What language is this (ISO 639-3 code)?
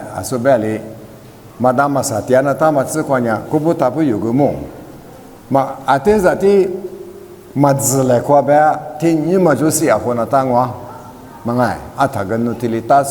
lis